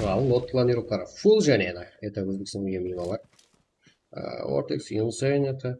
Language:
Kara-Kalpak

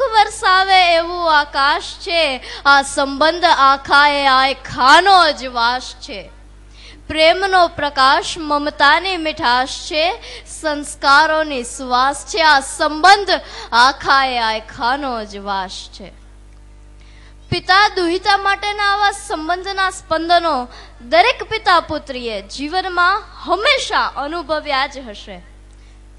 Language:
Gujarati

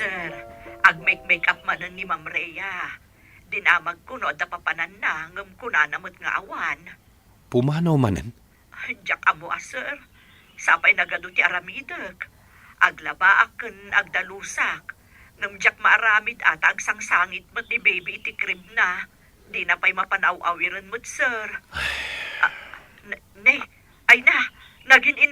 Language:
Iloko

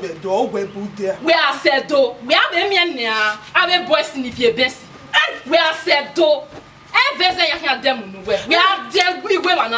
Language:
Bini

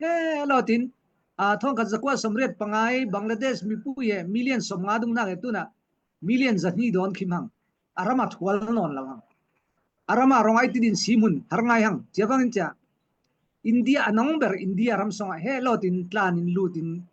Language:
Falam Chin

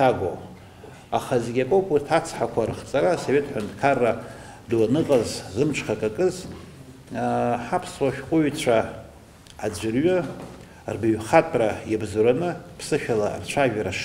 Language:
Abkhazian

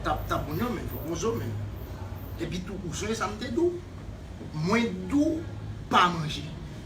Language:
Haitian Creole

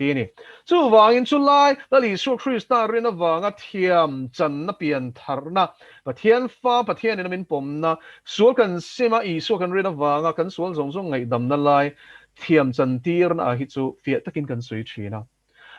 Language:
Mizo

